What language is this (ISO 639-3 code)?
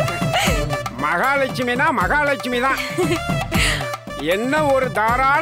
tam